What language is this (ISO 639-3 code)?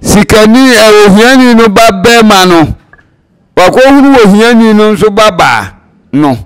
aka